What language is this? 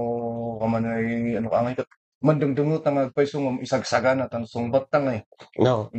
Kankanaey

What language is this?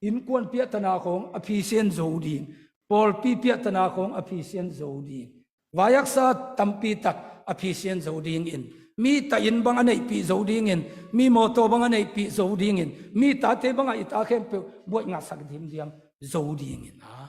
Tedim Chin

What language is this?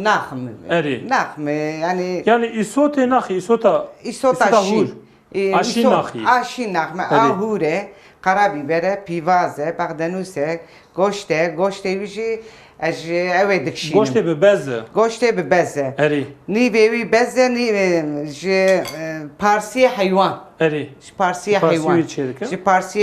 Kurdish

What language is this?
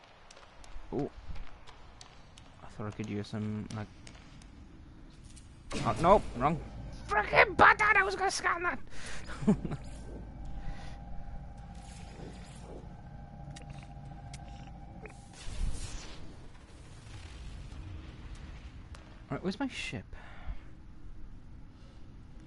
English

